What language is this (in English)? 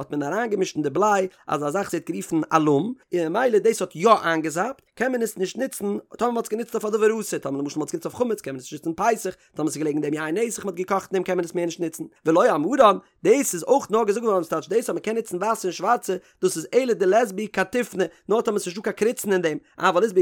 Yiddish